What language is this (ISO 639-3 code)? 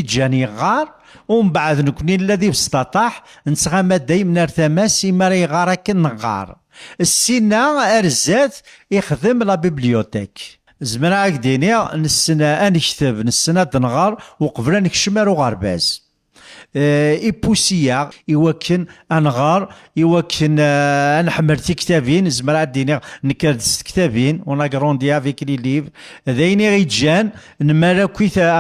kab